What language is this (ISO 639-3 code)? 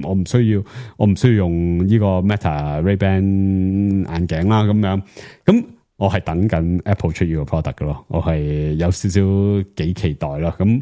yue